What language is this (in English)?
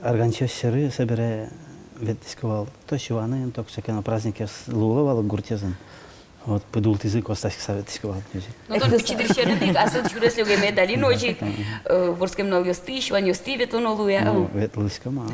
Udmurt